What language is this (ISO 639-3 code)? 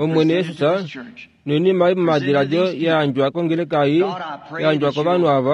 kua